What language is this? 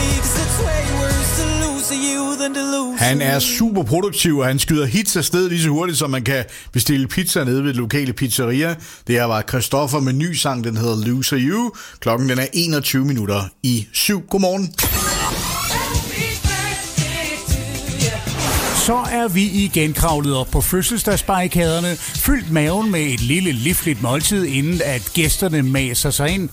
Danish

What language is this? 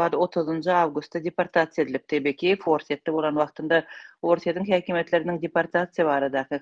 Turkmen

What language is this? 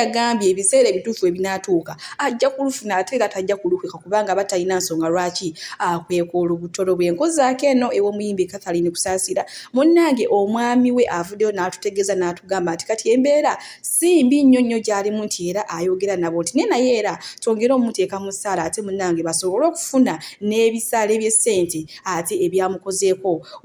Ganda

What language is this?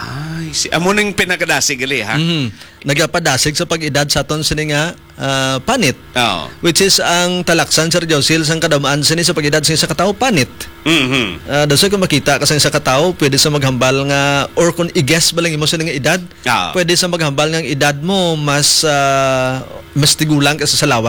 Hiligaynon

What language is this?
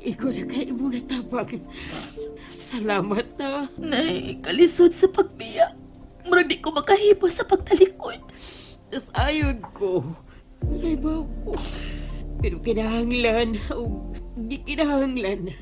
Cebuano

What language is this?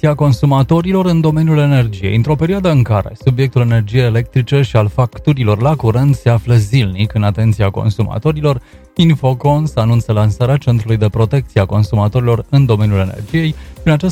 Romanian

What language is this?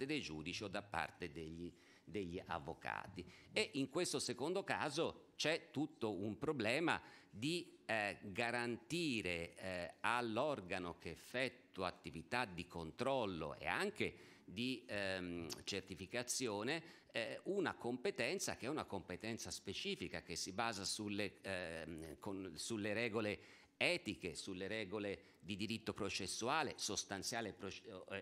Italian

